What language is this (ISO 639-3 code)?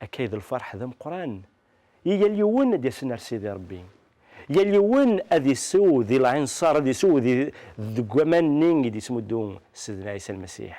kab